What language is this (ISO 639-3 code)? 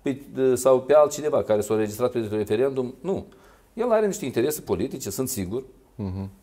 ron